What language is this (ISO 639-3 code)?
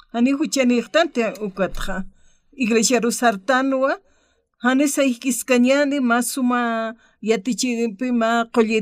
aym